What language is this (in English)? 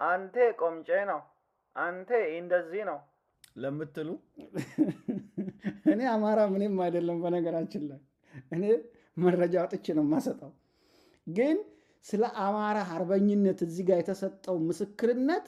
Amharic